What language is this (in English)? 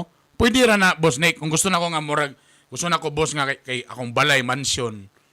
Cebuano